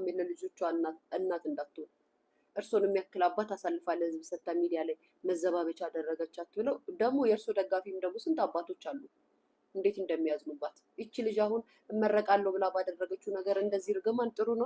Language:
Amharic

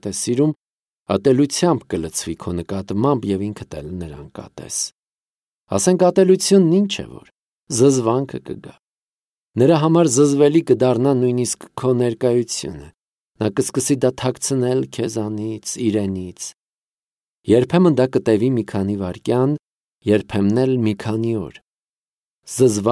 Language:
Armenian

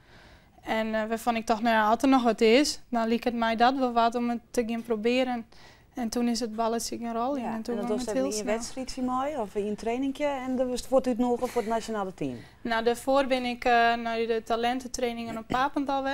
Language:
Western Frisian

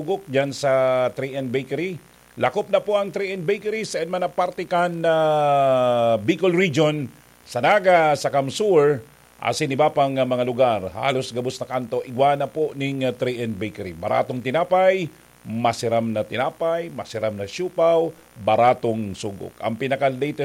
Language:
Bikol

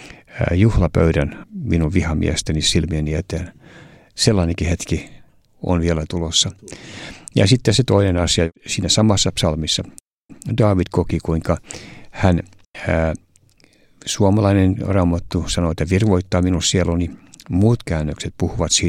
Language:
Finnish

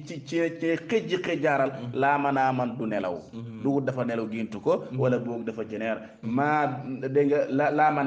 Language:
Wolof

